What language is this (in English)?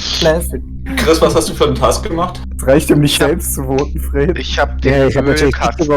Swiss German